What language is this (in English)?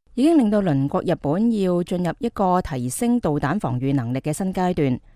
Cantonese